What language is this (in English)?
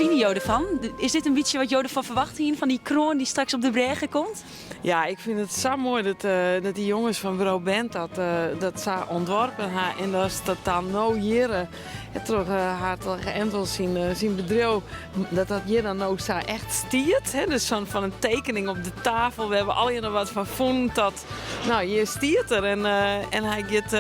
Western Frisian